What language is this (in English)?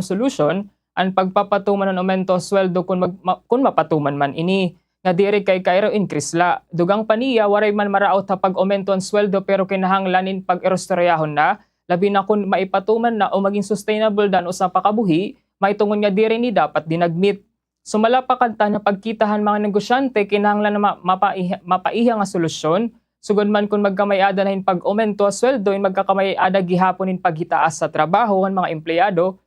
Waray